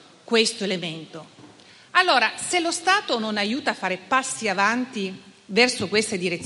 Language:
Italian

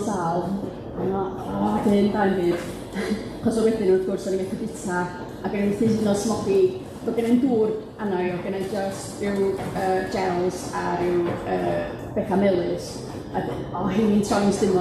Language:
Welsh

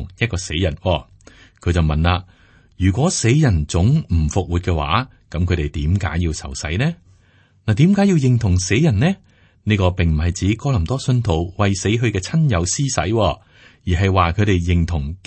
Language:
Cantonese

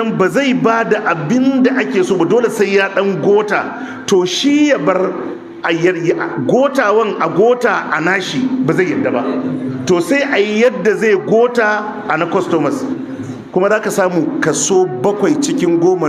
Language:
Hausa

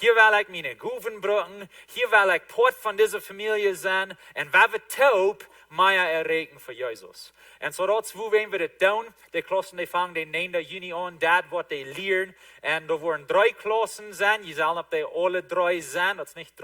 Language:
Plautdietsch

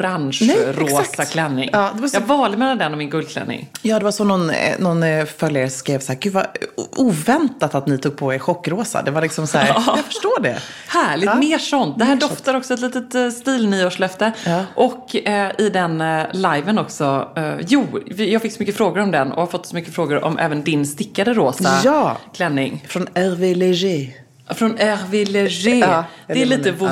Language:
Swedish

